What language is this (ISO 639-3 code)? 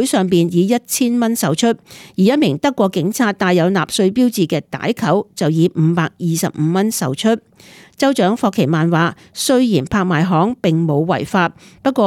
yue